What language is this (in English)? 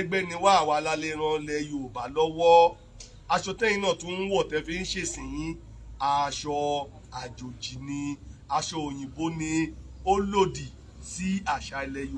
Yoruba